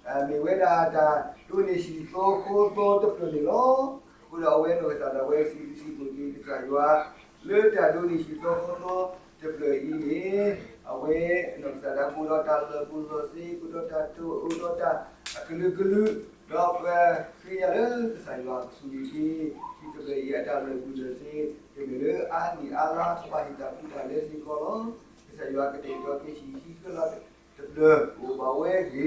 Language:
S'gaw Karen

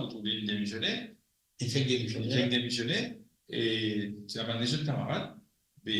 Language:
Morisyen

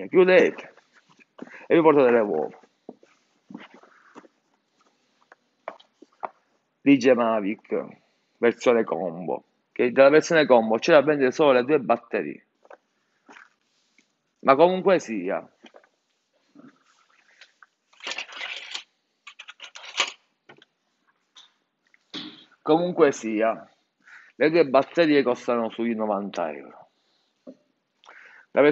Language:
Italian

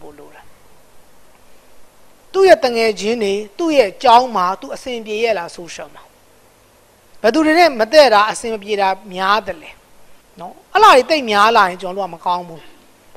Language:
Burmese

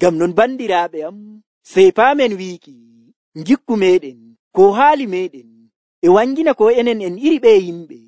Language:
Nigerian Fulfulde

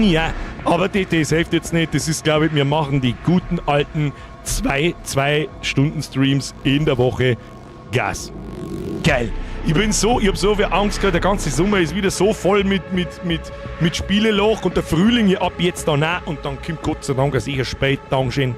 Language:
Bavarian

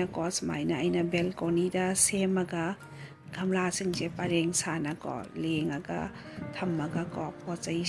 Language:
Manipuri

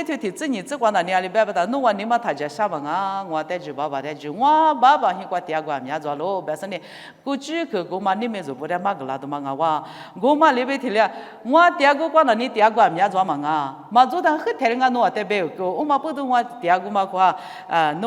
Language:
Lisu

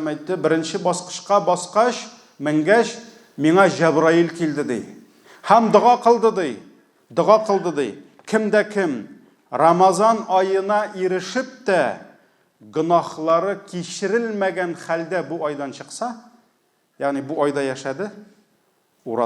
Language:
Tatar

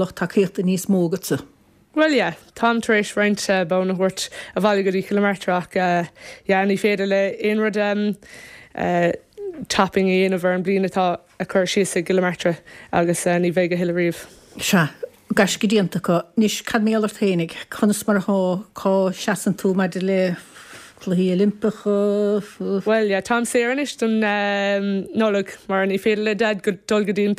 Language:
Irish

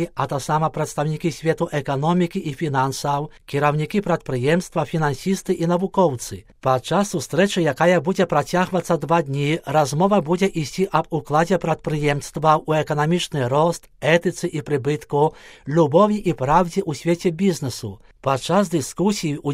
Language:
Belarusian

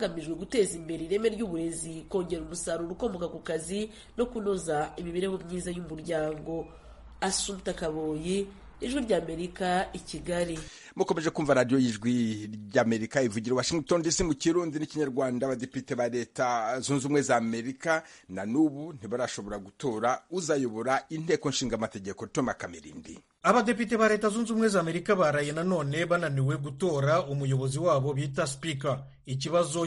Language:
Kinyarwanda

